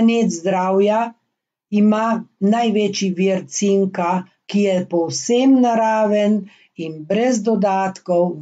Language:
Slovenian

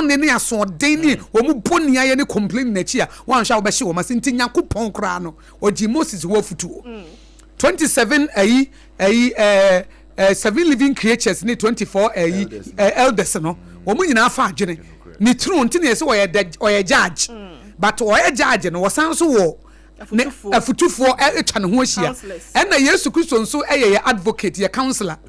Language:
Akan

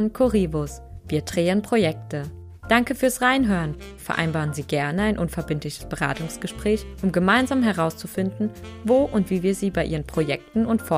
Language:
German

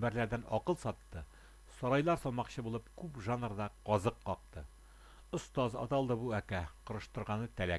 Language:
Tatar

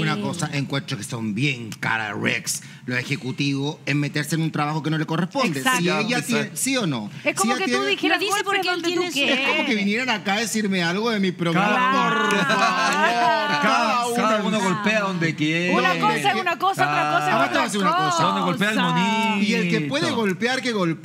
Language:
Spanish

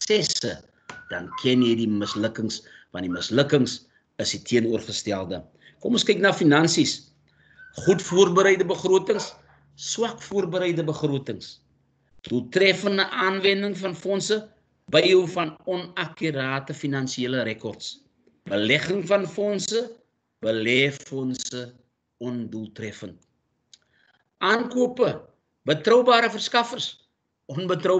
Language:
Afrikaans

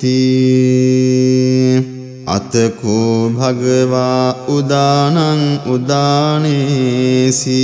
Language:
Pali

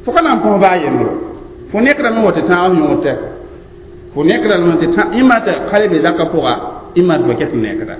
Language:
Mossi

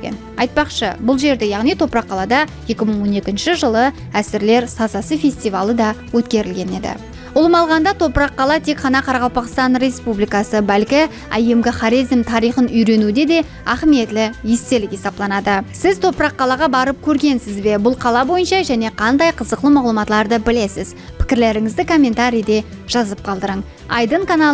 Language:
Kara-Kalpak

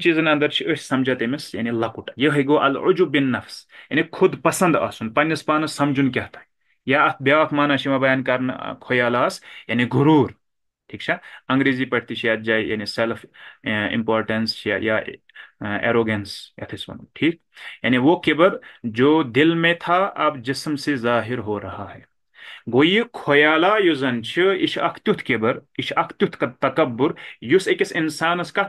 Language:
Kashmiri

